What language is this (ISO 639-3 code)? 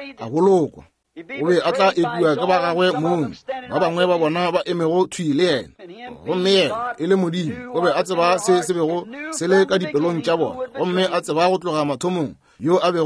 nso